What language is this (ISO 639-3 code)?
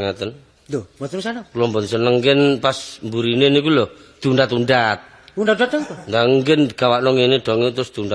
jav